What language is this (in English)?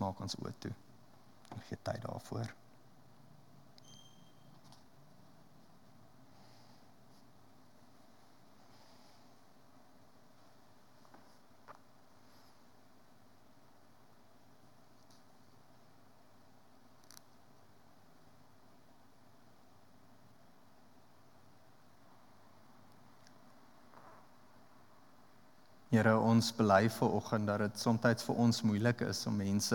Afrikaans